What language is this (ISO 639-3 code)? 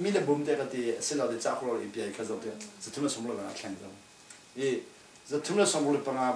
cfm